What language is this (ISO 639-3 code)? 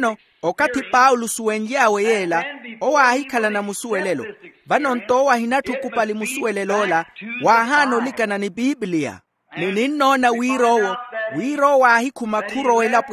vmw